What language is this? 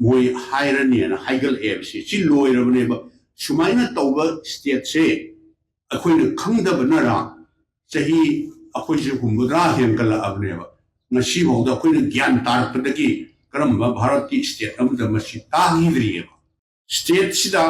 Manipuri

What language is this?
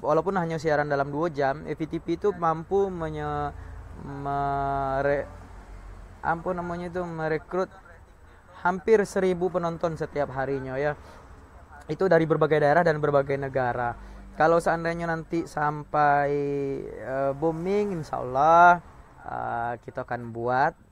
Minangkabau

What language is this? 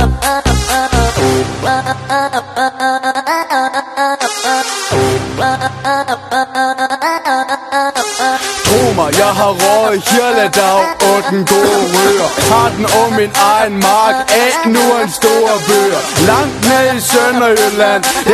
Danish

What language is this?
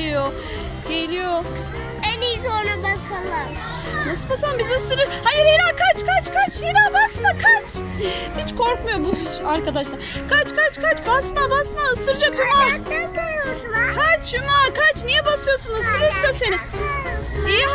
Turkish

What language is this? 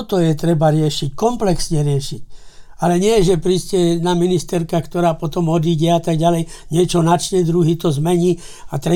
Slovak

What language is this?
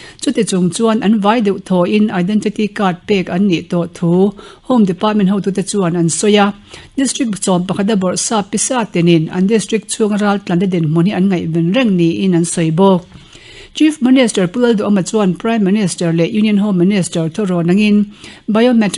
Mizo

